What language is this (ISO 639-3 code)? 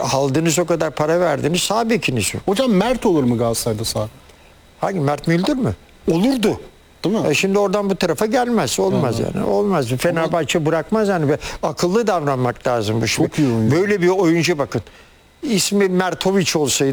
tur